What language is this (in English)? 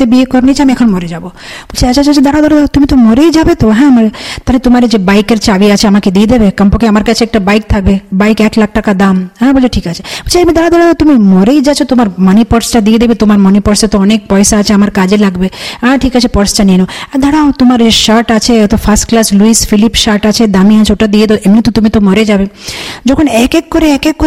Bangla